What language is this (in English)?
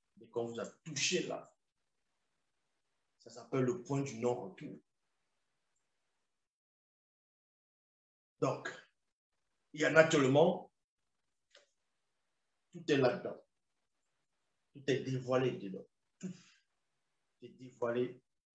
French